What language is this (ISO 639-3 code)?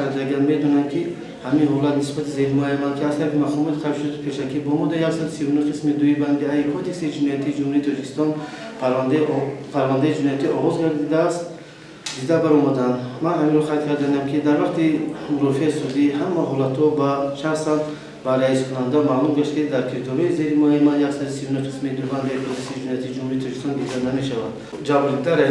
tgk